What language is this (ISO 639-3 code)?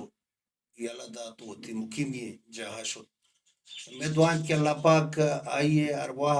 bal